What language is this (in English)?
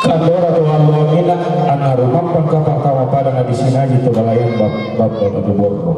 Toraja-Sa'dan